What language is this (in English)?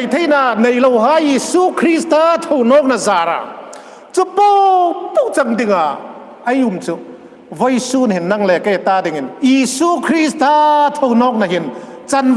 Hmar